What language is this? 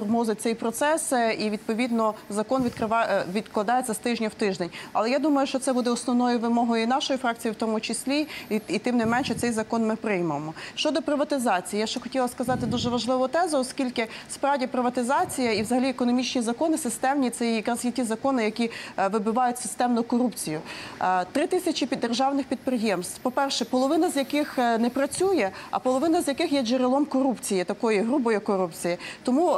Ukrainian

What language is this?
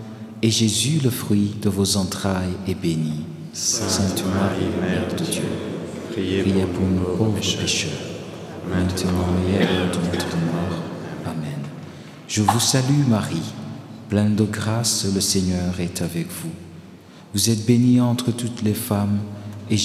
French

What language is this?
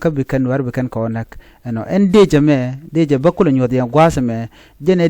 Nuer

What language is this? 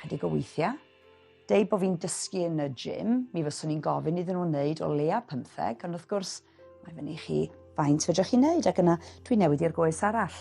Welsh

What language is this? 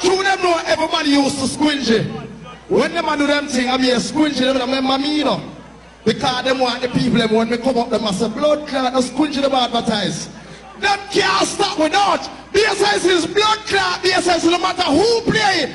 Jamaican Creole English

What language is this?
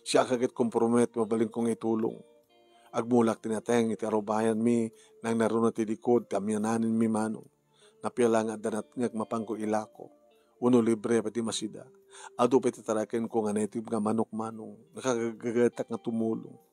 Iloko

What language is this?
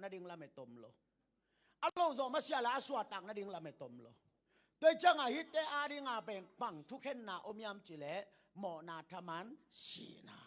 Tedim Chin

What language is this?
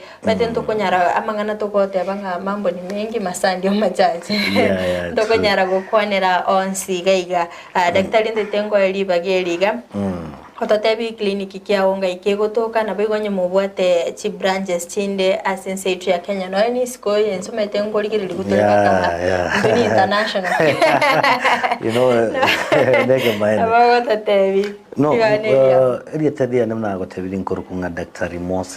Gusii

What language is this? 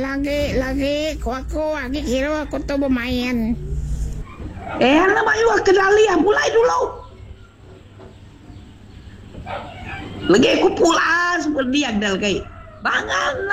Malay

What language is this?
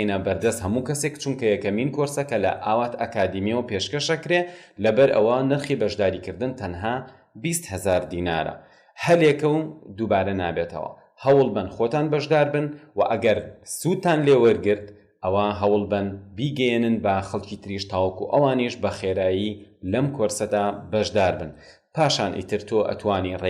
Central Kurdish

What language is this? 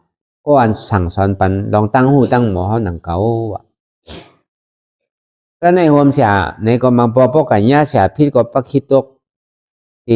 Shan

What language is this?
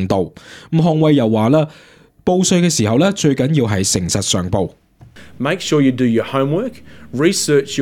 Cantonese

